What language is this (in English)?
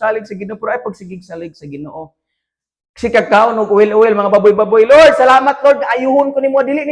Cebuano